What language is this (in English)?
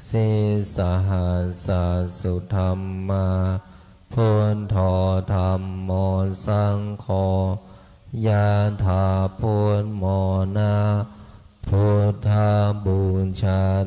Pali